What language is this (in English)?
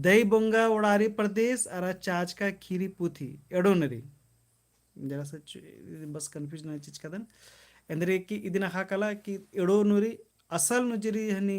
Kurukh